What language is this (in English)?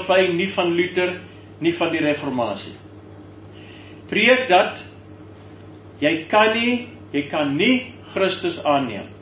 Afrikaans